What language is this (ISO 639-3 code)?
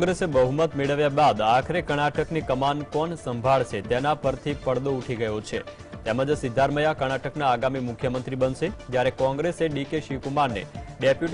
guj